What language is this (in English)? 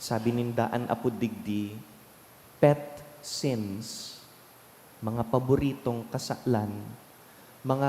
Bikol